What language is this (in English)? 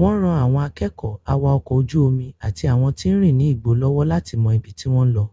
Yoruba